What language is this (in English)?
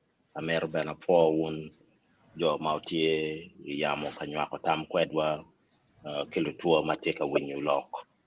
Acoli